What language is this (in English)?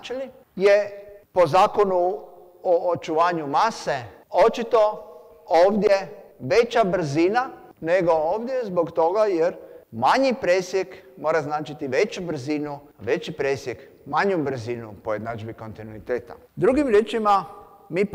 Croatian